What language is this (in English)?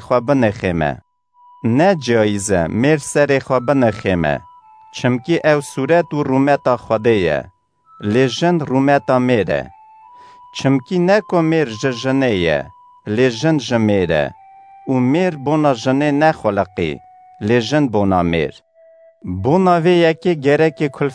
Kurdish